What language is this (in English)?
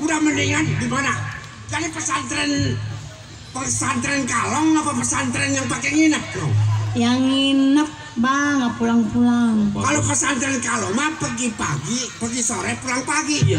Betawi